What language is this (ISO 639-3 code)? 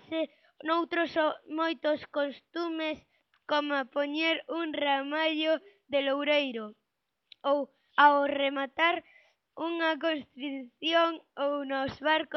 glg